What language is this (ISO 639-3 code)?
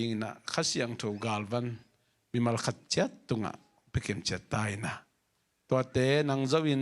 ctd